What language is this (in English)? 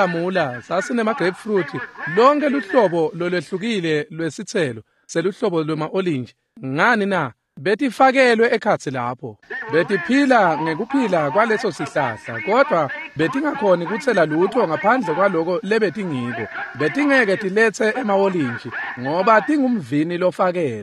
Swati